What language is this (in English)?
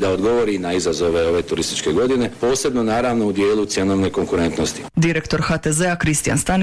Croatian